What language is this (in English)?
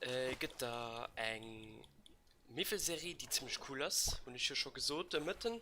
Luxembourgish